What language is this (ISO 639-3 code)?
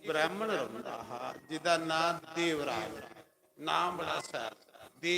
doi